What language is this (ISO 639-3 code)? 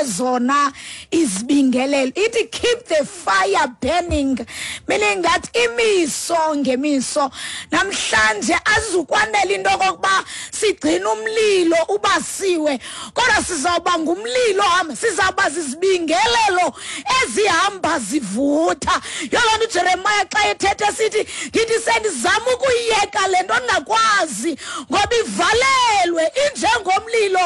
xho